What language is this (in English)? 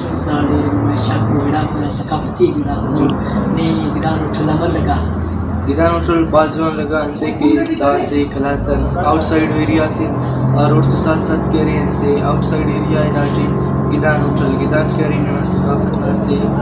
Brahui